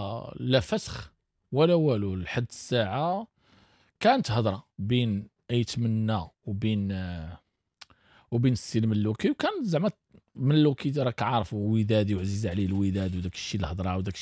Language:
Moroccan Arabic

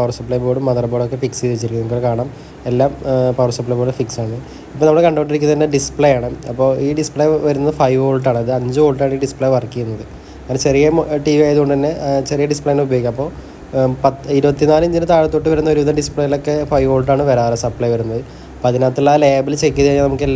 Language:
Malayalam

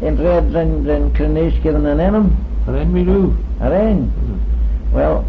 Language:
Manx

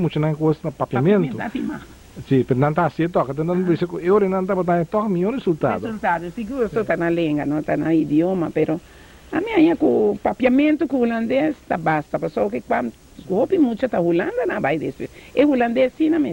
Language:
Papiamento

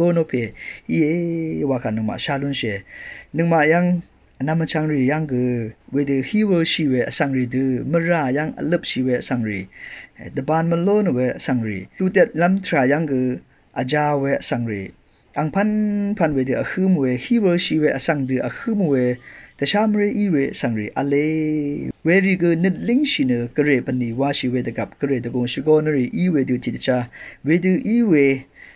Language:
Rawang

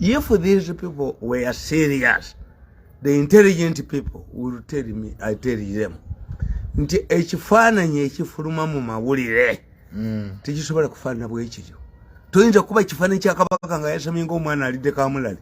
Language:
Ganda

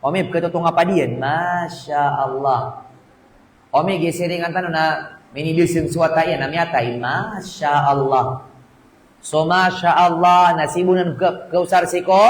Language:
Maranao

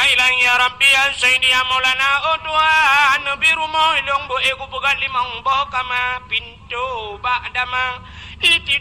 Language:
Achinese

